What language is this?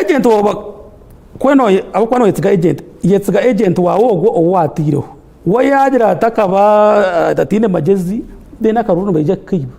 Nyankole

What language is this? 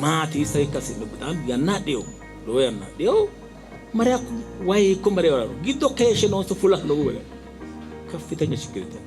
Sidamo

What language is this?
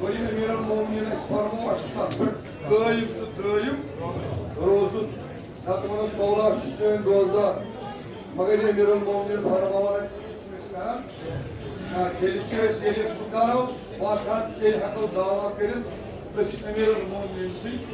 Kashmiri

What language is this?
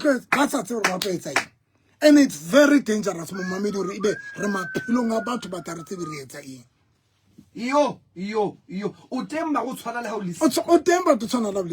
Southern Sotho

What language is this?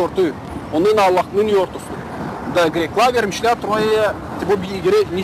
Gagauz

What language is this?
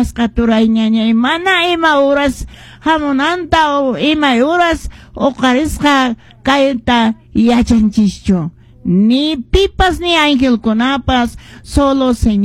Quechua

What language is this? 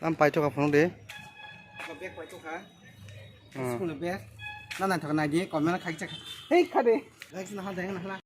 Kok Borok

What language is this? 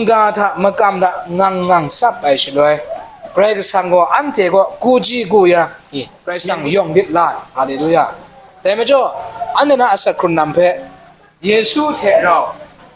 Kachin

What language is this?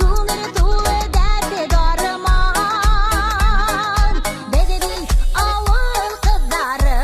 Bashkir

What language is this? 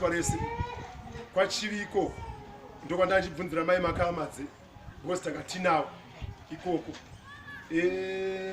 Shona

